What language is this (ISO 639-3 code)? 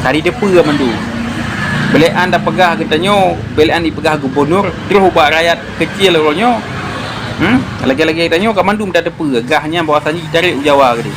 ace